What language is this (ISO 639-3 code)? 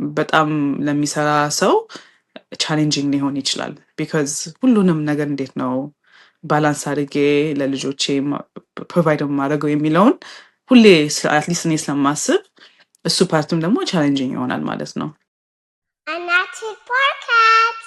amh